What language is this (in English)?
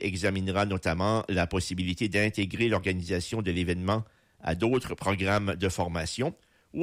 French